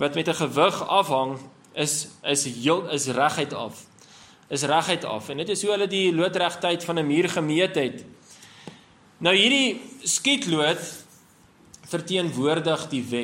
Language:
Afrikaans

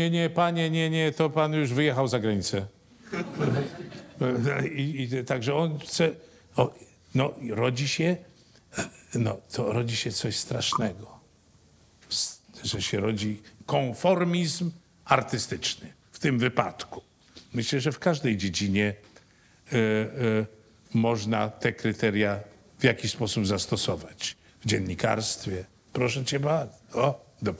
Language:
Polish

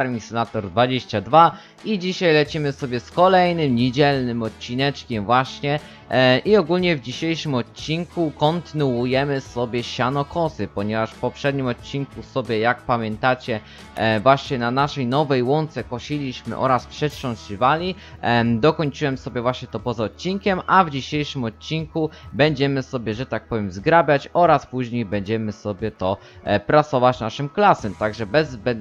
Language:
Polish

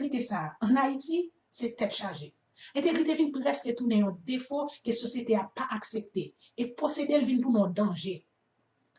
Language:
Haitian Creole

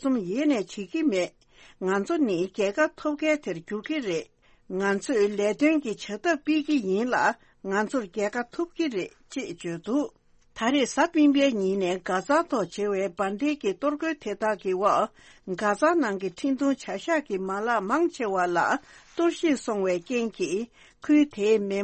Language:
Tibetan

